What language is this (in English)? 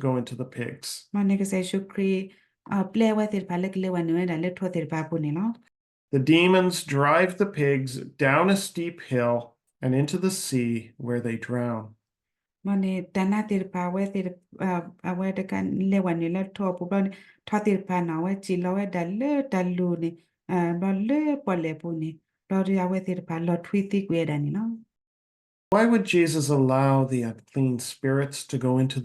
S'gaw Karen